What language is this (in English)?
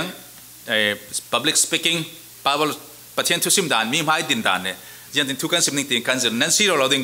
Falam Chin